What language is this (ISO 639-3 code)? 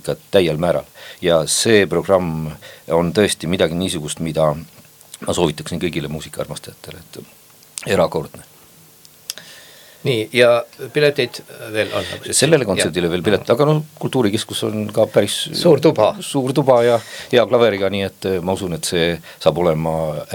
est